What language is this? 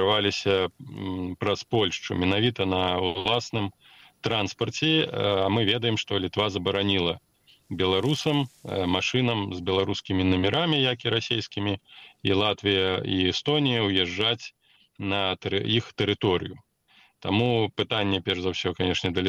Belarusian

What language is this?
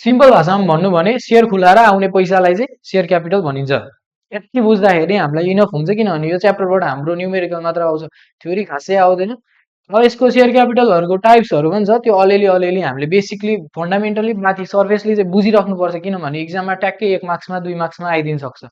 Nepali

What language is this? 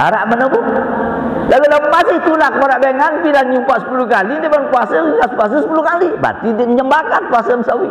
Sasak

